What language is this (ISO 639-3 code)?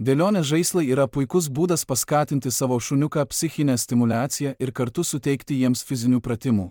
lit